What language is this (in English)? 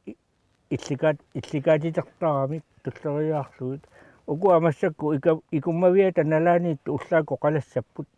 Kalaallisut